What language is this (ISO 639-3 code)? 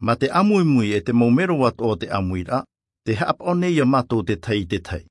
tah